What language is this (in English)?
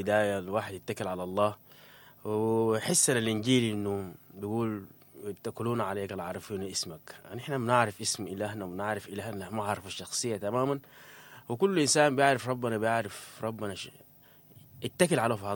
Sudanese Arabic